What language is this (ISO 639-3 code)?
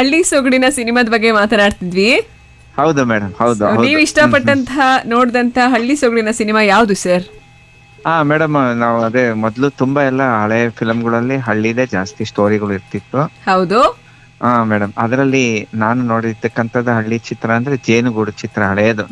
kan